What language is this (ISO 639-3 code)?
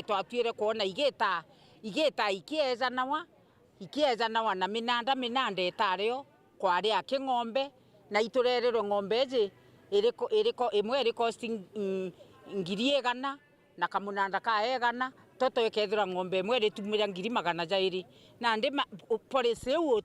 mer